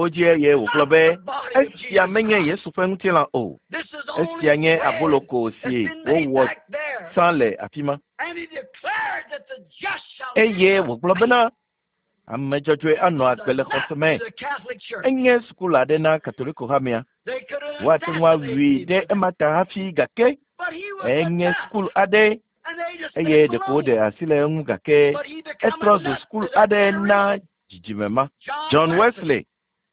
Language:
Ewe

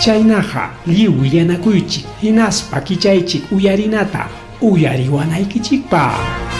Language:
Ayacucho Quechua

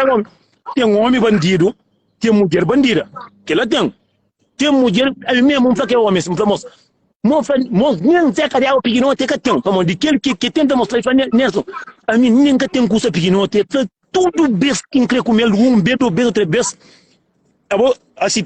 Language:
Kabuverdianu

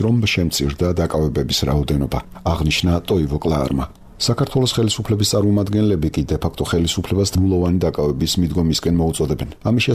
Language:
Georgian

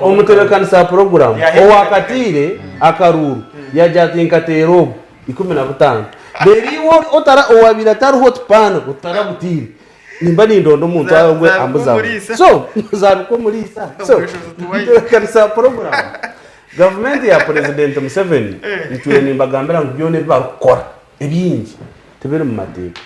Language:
Nyankole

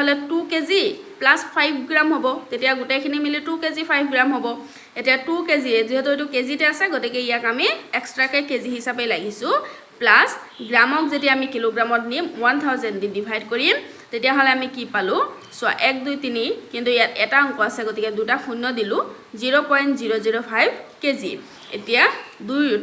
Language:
Assamese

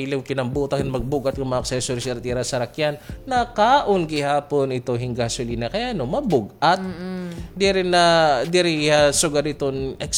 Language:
Waray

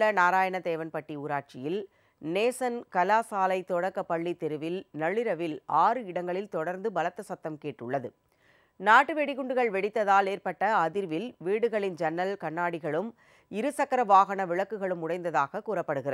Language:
Tamil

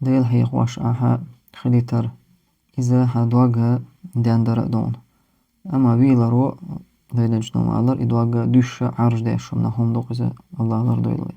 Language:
Chechen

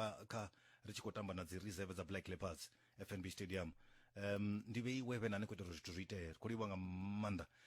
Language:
Venda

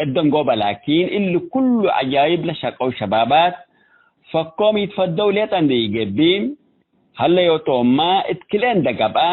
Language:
Tigre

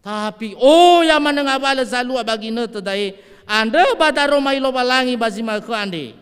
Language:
Nias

